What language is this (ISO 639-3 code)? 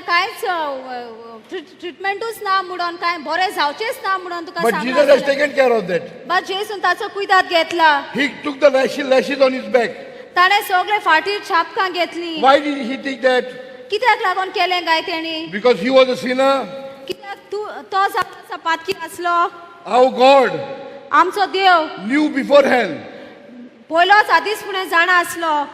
kok